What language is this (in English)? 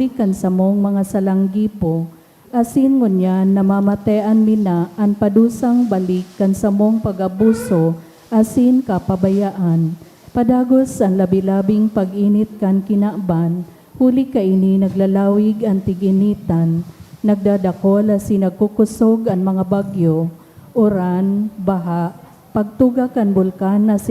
Bikol